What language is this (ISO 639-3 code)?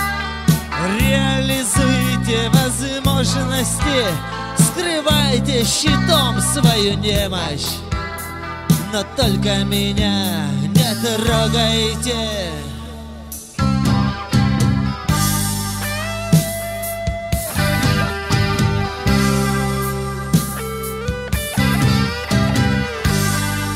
rus